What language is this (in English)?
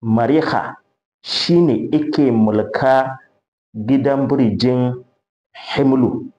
Hausa